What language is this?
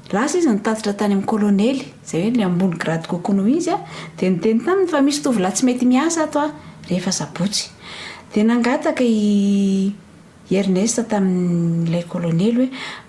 Malagasy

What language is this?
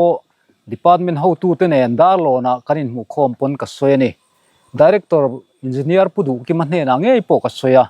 Mizo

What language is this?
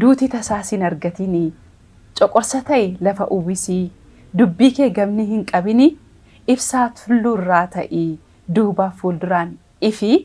Oromo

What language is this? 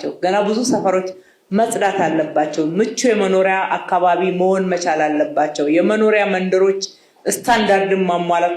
Amharic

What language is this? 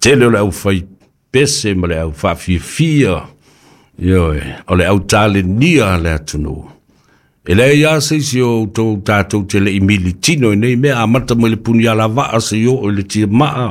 Samoan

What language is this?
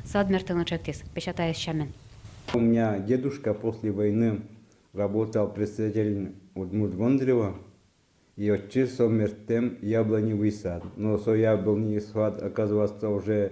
Udmurt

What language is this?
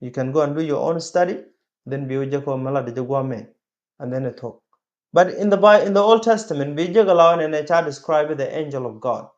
Nuer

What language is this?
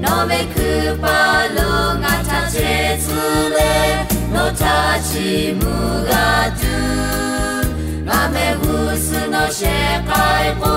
Lahu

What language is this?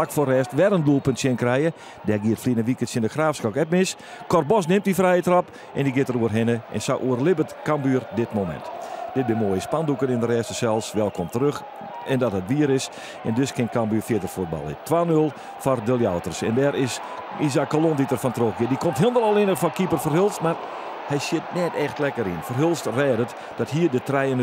Western Frisian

